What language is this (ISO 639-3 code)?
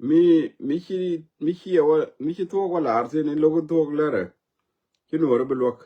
nus